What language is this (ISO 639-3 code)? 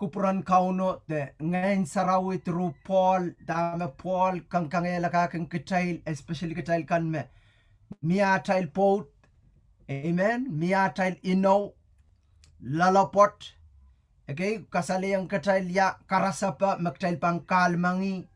pon